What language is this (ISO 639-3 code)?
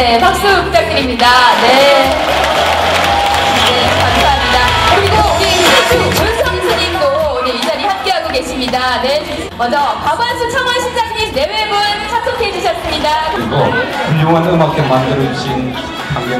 kor